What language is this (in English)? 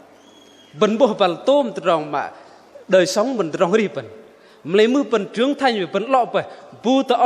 Bahnar